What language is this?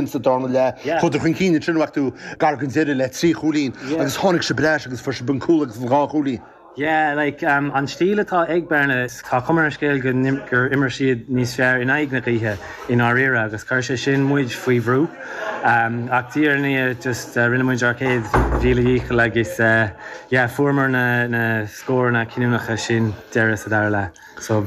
Irish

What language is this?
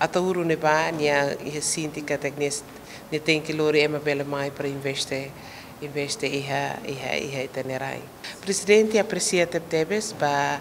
Tetum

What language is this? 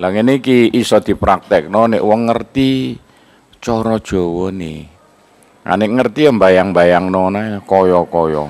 Javanese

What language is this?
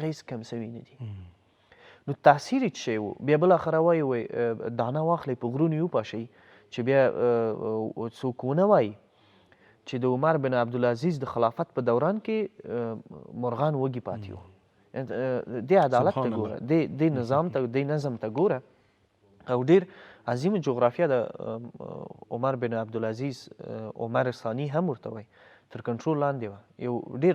Pashto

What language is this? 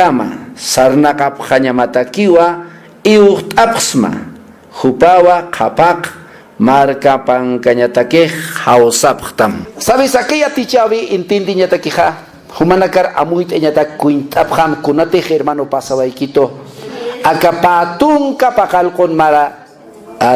Aymara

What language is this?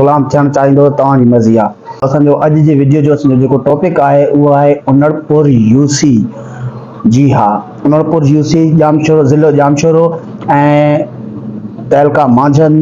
Sindhi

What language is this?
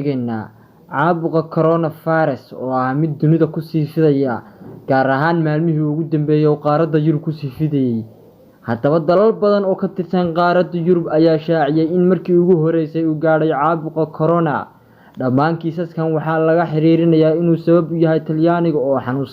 Somali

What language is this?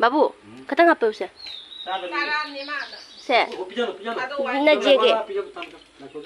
Manipuri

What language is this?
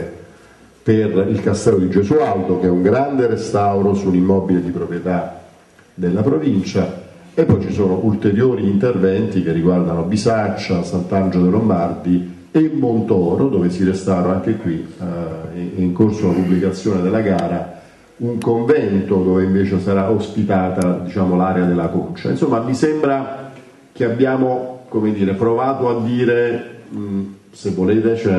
Italian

